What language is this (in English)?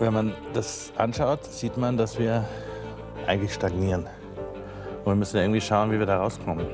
Romansh